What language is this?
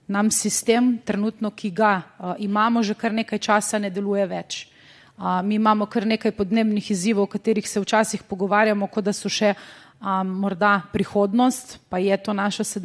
Slovenian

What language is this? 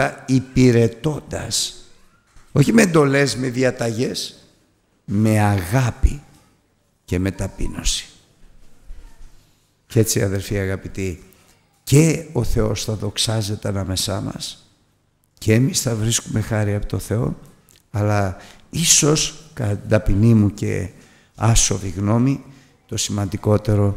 Greek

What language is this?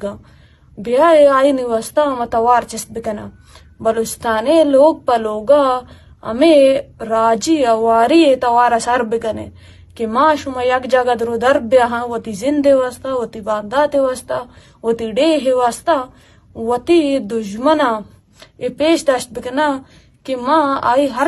Eastern Balochi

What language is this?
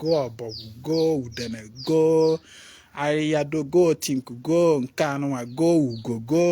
Igbo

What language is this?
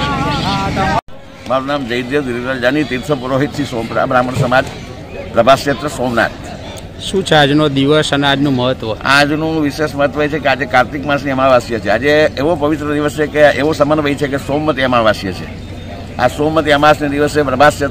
Gujarati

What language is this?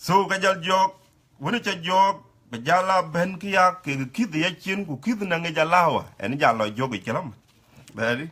Dinka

